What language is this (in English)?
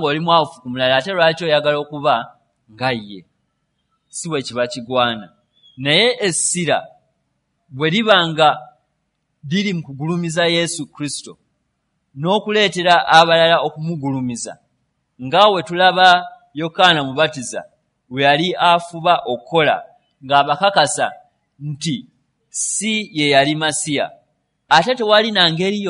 Ganda